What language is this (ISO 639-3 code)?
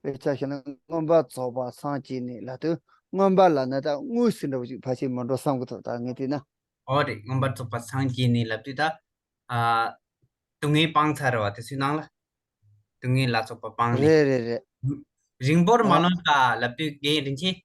bod